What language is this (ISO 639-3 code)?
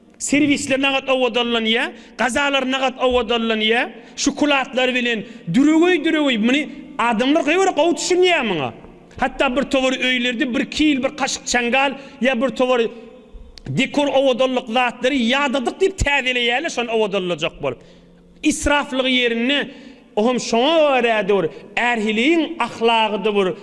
tuk